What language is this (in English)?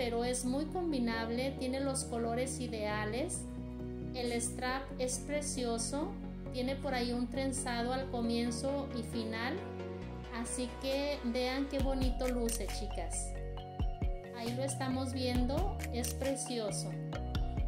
Spanish